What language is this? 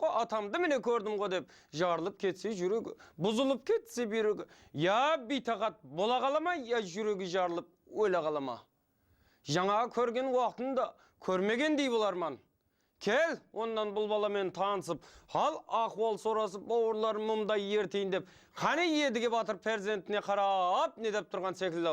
Kara-Kalpak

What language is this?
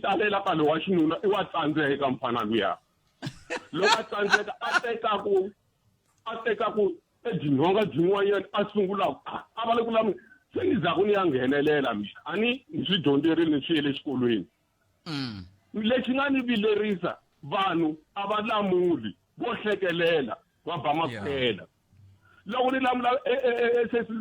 Tsonga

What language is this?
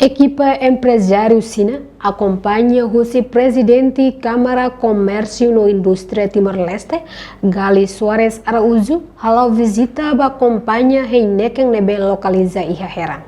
Tetum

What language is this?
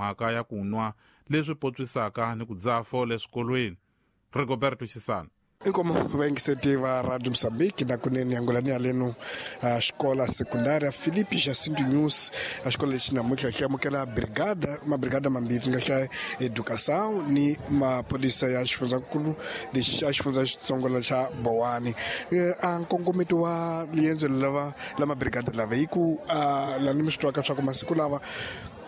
Tsonga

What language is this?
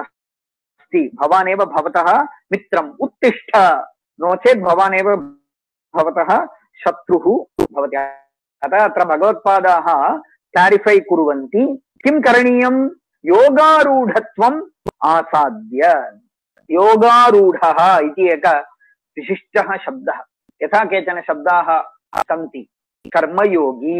Sanskrit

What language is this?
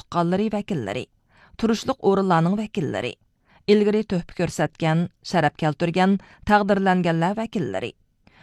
Uyghur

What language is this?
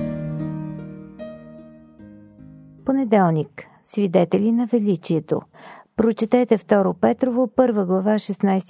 Bulgarian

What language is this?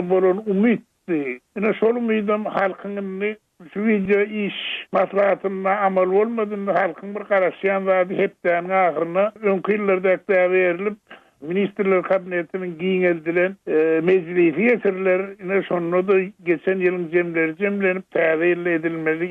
Turkmen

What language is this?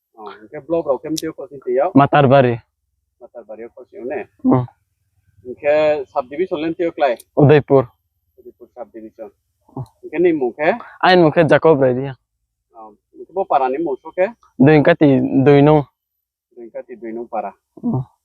Riang (India)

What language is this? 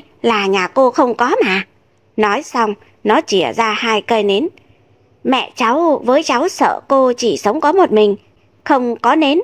Vietnamese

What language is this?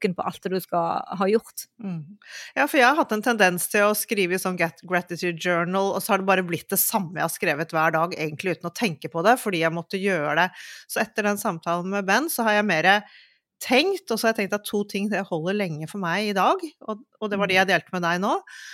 Norwegian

